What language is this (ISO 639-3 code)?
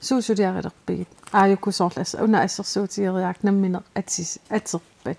kal